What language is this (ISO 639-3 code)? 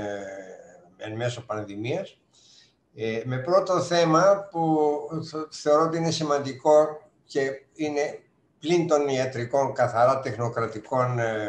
ell